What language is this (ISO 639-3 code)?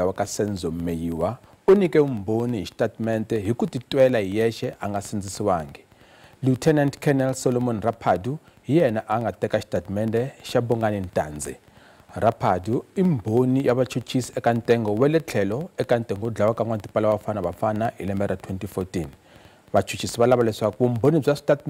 tso